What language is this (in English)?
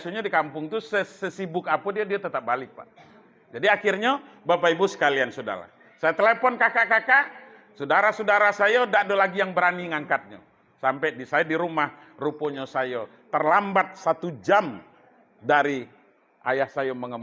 Minangkabau